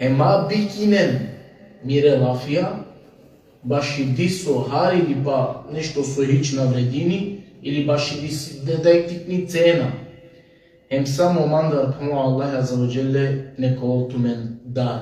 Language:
Balkan Romani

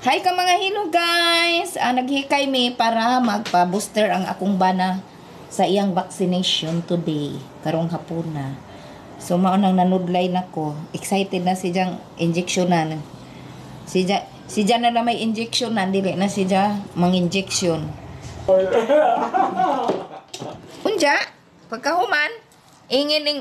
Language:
Cebuano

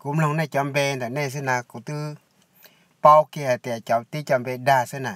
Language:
Hmong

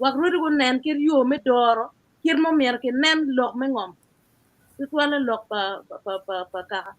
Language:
Acoli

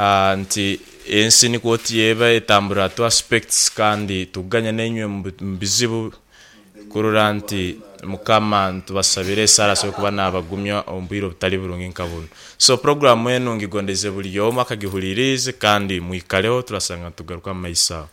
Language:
Nyoro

